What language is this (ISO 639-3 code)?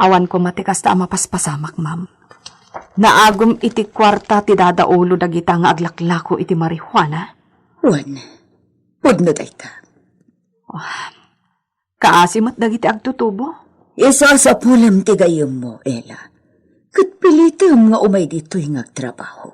ilo